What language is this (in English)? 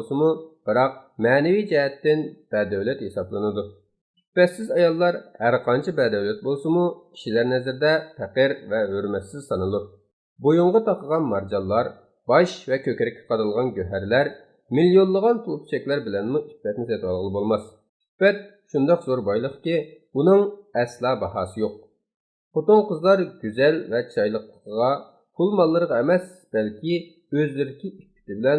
Uyghur